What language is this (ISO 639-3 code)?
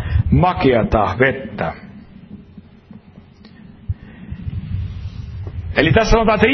fin